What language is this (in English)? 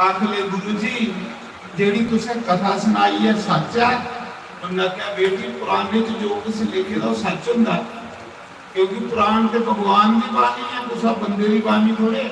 Dogri